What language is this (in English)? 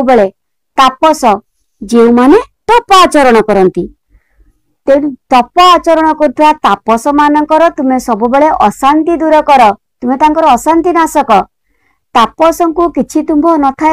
Odia